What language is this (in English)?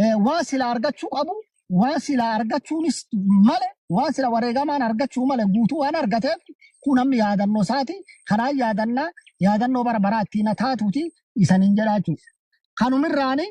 Oromo